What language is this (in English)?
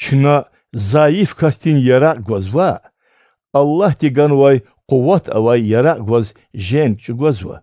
Lezghian